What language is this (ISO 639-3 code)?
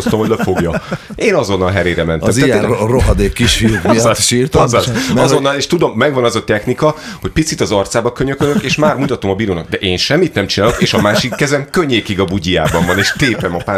hun